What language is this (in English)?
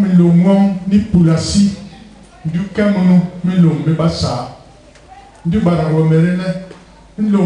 Basaa